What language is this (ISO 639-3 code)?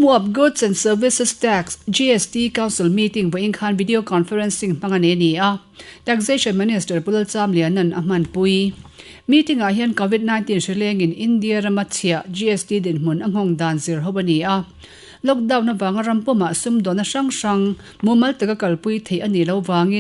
lus